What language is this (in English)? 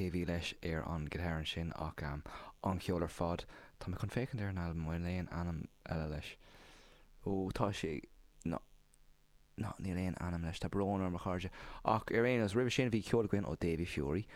Irish